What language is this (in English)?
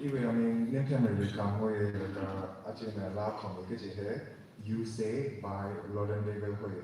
Tangkhul Naga (India)